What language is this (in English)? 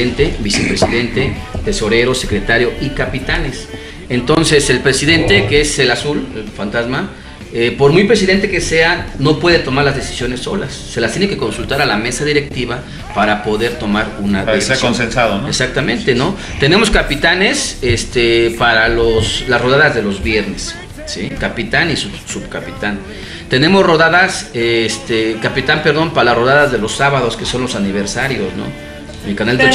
Spanish